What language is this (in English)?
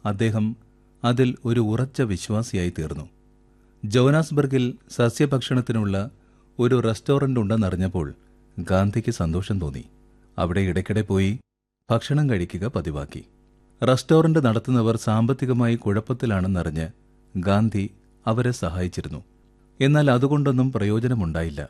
Malayalam